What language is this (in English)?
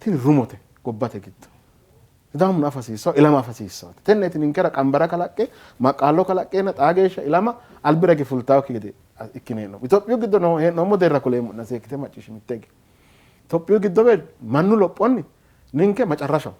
Sidamo